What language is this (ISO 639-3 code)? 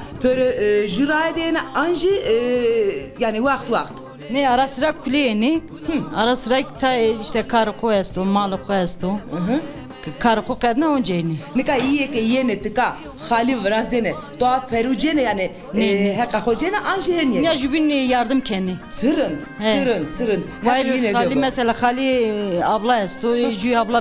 zza